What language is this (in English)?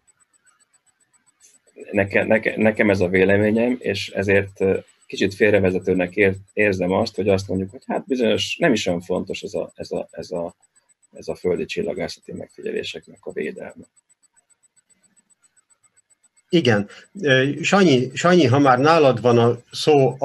Hungarian